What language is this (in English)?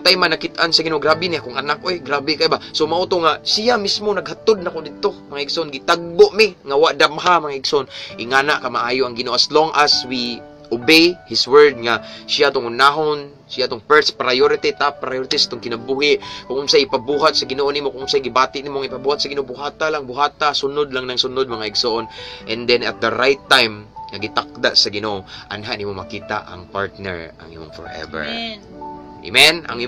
Cebuano